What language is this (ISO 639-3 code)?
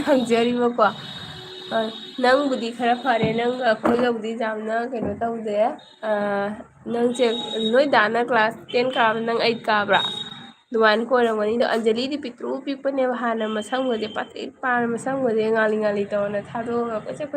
mni